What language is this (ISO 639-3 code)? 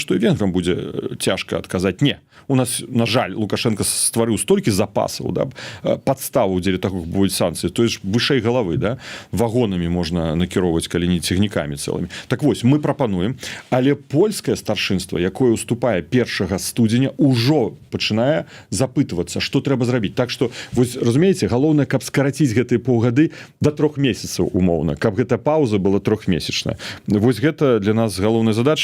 bel